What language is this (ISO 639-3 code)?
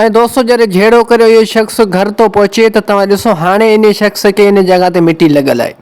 snd